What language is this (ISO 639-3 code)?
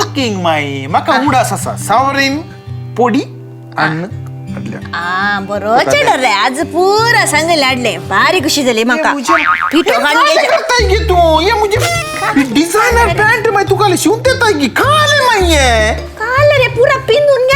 kok